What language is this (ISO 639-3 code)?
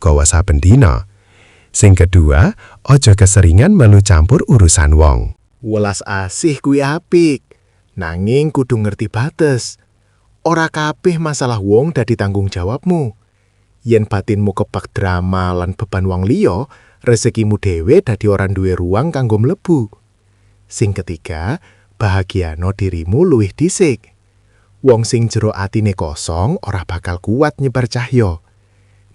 jav